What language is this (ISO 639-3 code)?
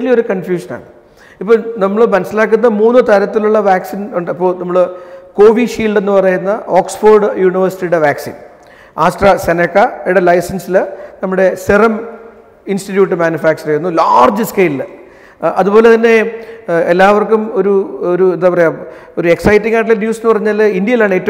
mal